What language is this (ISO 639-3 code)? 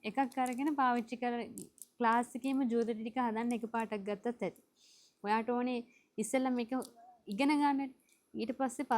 sin